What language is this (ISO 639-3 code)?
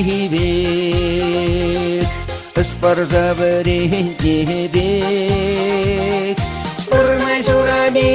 chv